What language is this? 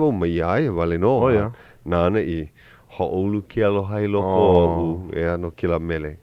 Hawaiian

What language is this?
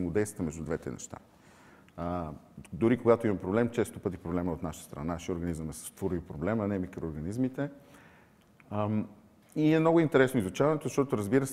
Bulgarian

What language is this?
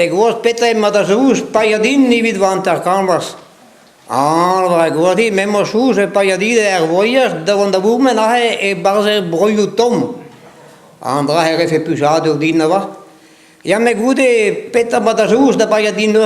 Breton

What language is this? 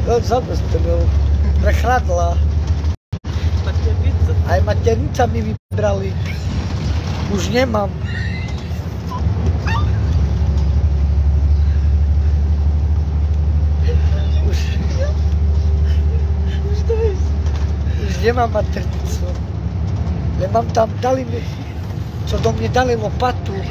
Slovak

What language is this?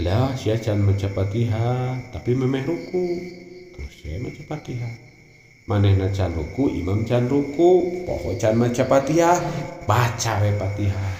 Sundanese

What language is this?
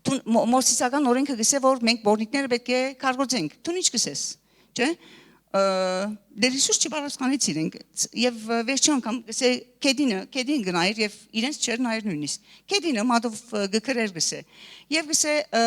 Western Armenian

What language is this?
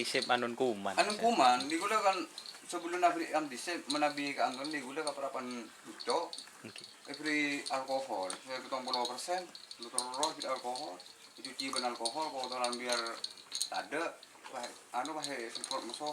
Madurese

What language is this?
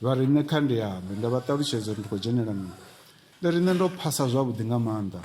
Venda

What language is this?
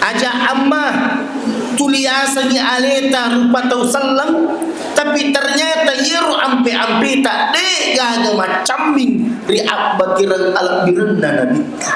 Buginese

